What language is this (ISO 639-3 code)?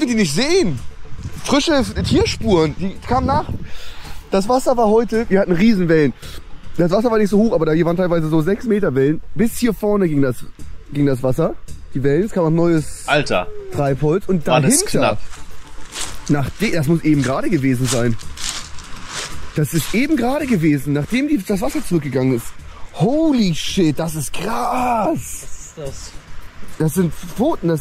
deu